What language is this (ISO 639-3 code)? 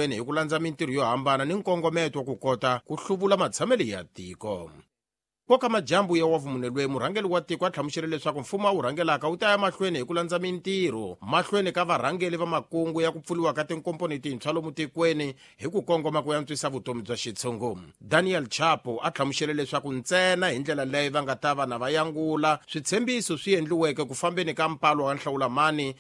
tso